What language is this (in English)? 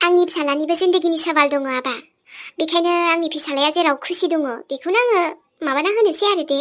Bodo